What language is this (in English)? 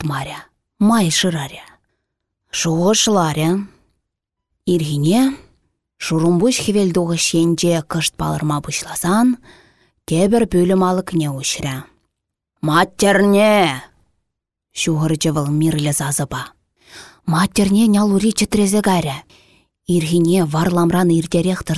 Chuvash